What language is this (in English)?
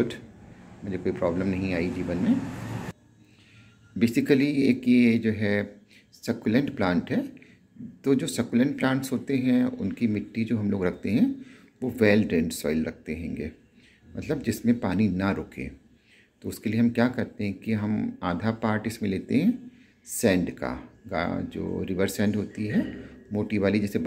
Hindi